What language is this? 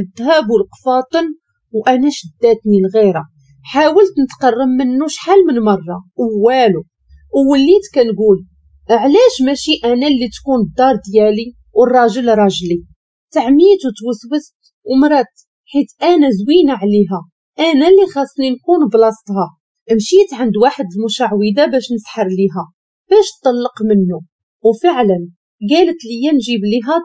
Moroccan Arabic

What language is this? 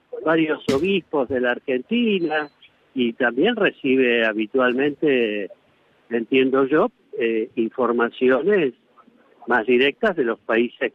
Spanish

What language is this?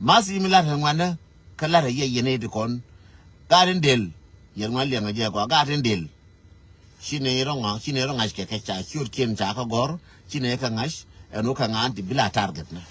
Nuer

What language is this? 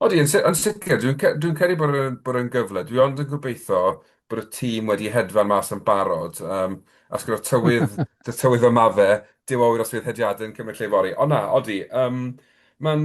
Welsh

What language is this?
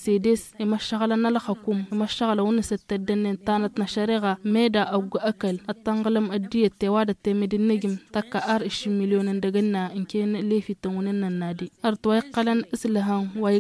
Tamasheq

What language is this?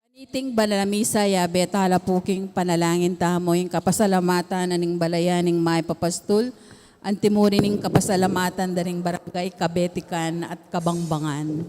Pampanga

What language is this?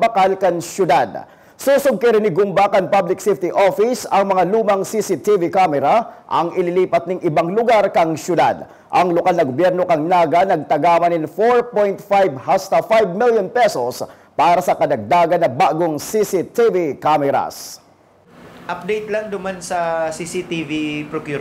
Bikol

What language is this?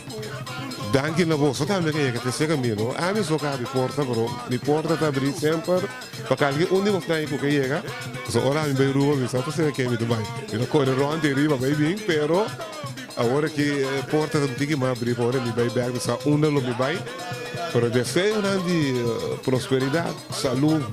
Papiamento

